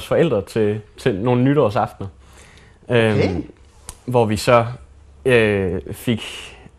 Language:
Danish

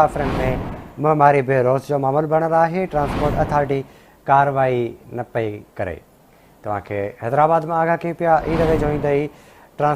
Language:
Sindhi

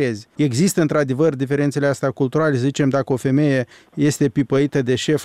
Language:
Romanian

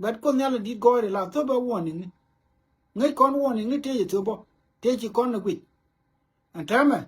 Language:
Nuer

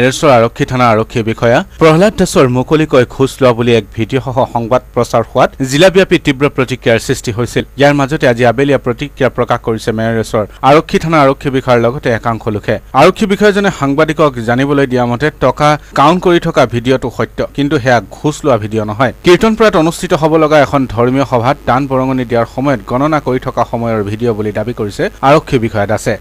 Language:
Assamese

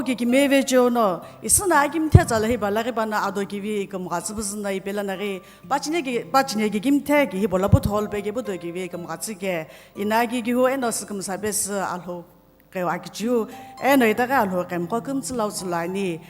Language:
Sumi Naga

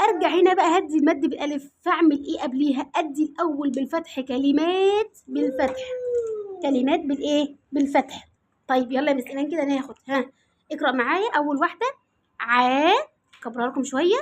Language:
Egyptian Arabic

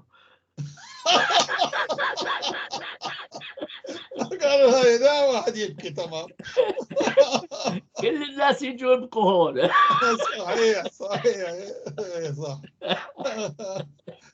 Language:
North Levantine Arabic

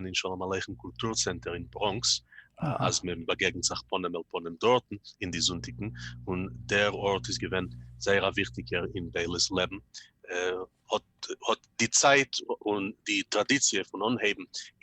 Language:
Yiddish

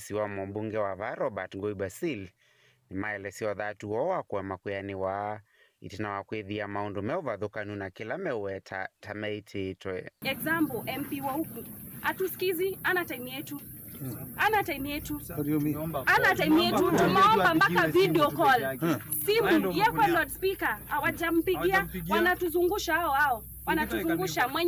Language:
Kamba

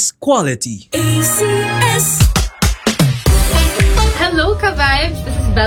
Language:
Filipino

